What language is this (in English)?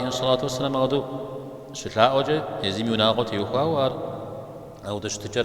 Kabardian